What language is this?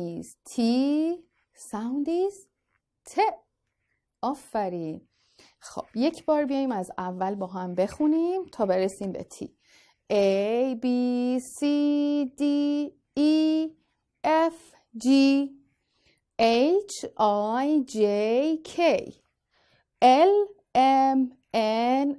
Persian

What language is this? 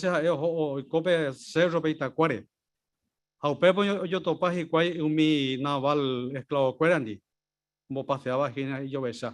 Guarani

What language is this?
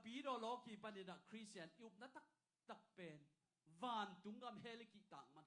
Tedim Chin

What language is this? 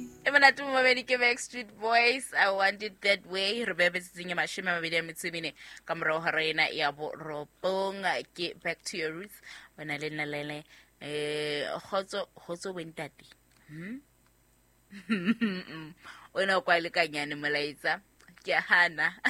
Southern Sotho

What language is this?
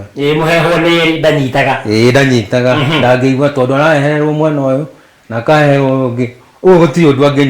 Kikuyu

